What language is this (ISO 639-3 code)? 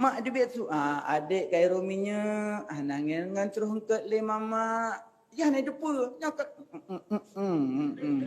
ace